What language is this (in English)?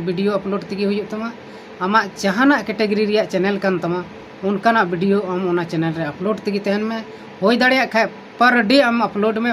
Santali